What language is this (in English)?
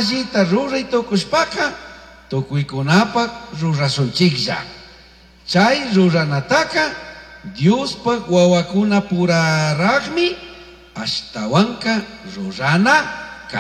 Chimborazo Highland Quichua